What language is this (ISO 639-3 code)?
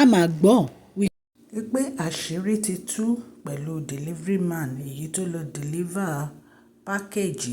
yor